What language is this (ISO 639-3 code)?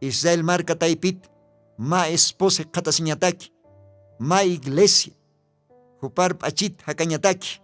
aym